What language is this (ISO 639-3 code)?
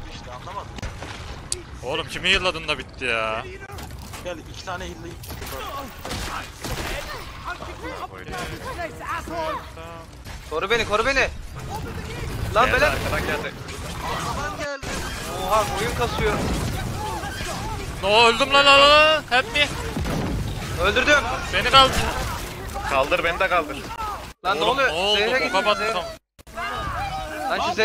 tur